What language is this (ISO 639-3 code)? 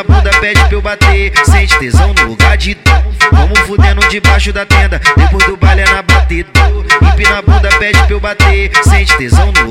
por